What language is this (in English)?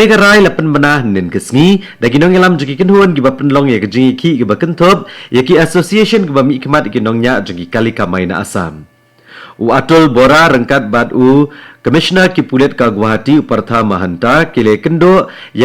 Khasi